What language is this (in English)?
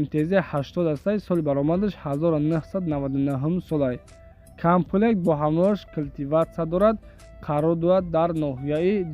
Tajik